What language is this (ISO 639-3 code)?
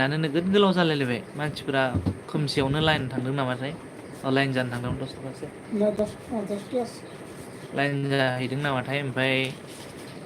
brx